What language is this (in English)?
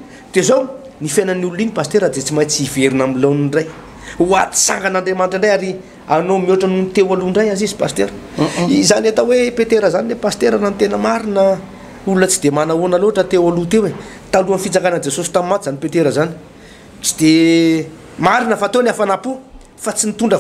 Malagasy